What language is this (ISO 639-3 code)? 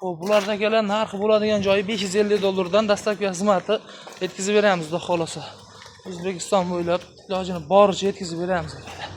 uzb